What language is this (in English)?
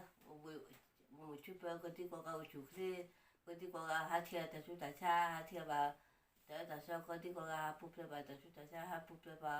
S'gaw Karen